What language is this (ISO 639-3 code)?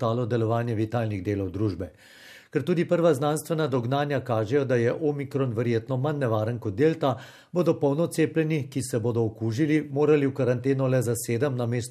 slv